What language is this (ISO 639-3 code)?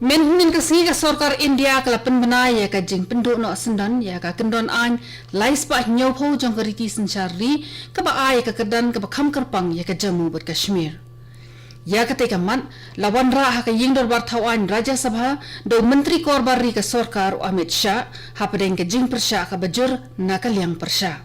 kha